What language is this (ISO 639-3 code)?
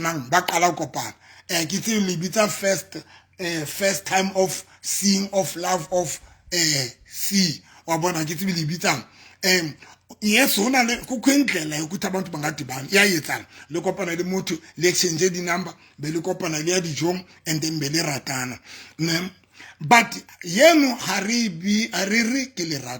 sot